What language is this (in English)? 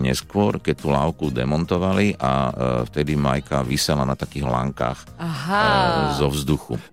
Slovak